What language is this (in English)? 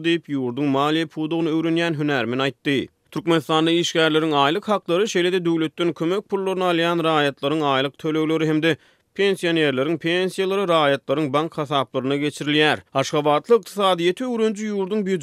Turkmen